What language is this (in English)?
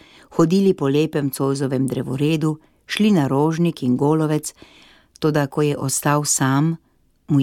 Slovenian